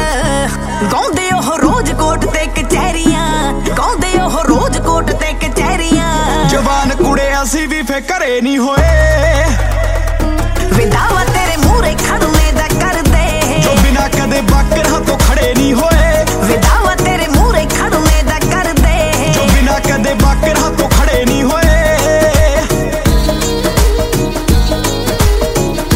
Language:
Punjabi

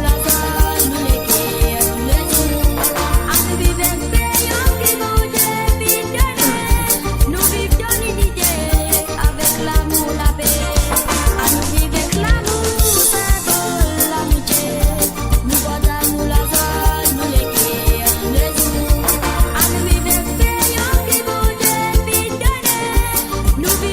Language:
Morisyen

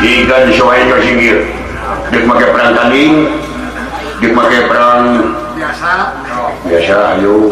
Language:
Sundanese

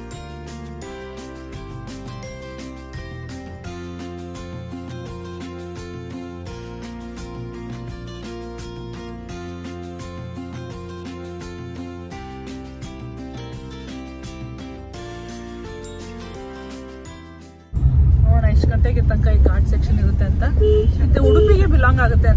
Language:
Kannada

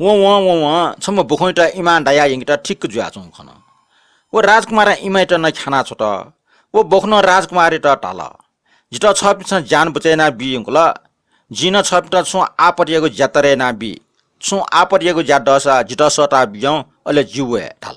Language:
Newari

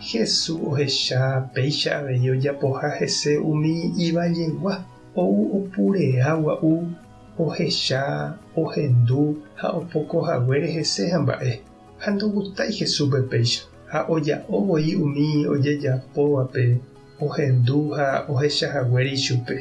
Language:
Guarani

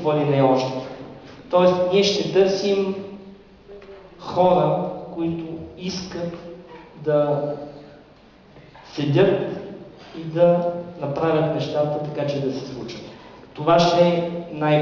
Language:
Bulgarian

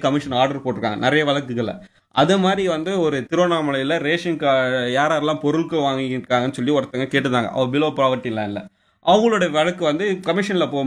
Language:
Tamil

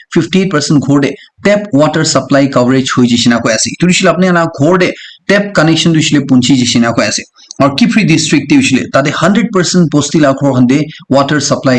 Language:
Naga Pidgin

